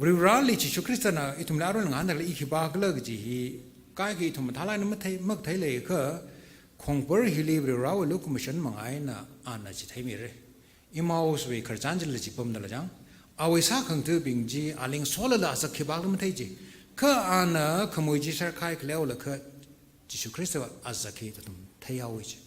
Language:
Tangkhul Naga (India)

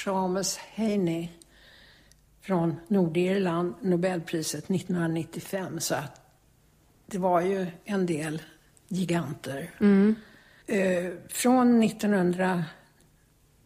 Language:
Swedish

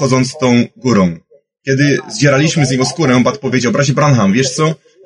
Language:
Polish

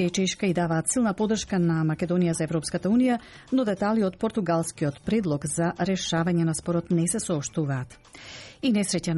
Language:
Macedonian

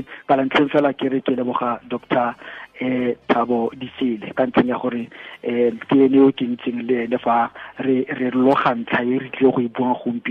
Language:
Tswana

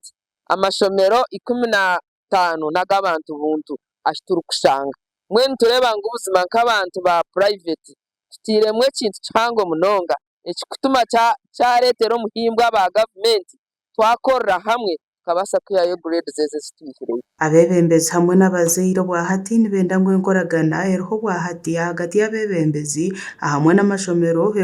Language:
Nyankole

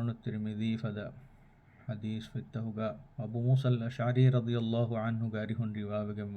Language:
Divehi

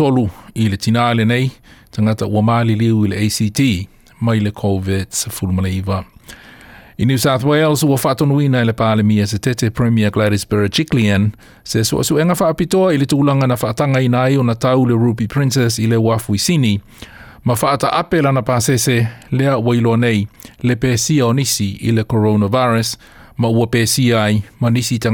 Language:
Samoan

